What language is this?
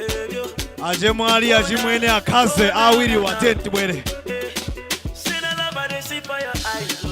Nyanja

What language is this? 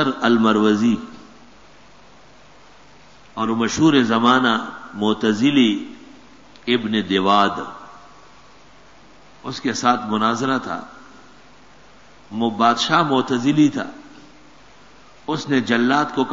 Urdu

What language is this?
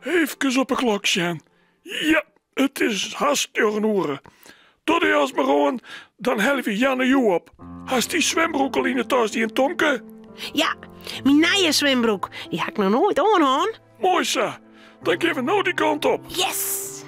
Western Frisian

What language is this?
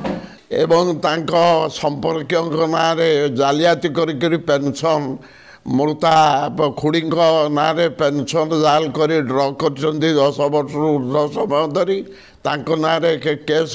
Odia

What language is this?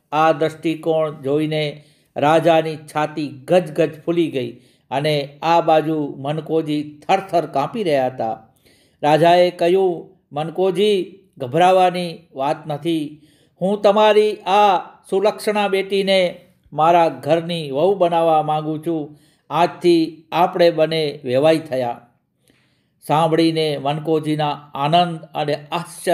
Gujarati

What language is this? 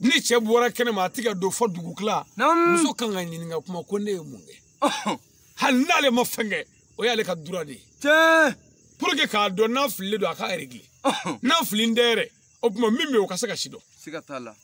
Bambara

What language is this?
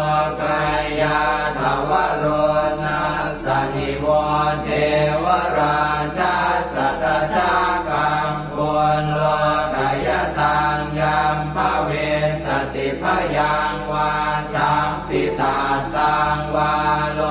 Pali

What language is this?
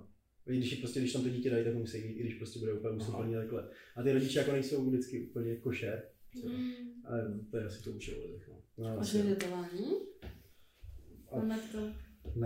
Czech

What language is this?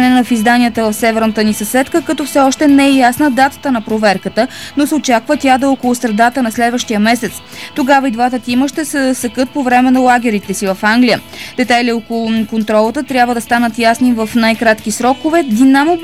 Bulgarian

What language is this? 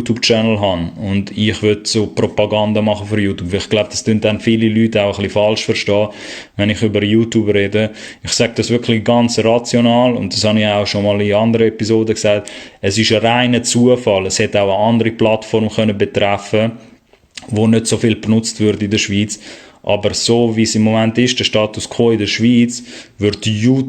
Swiss German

